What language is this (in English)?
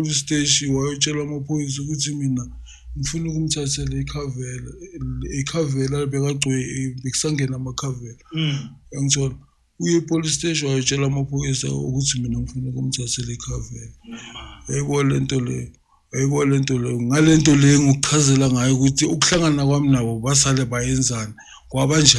Zulu